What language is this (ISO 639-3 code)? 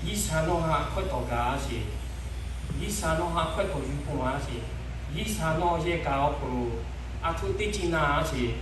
lhu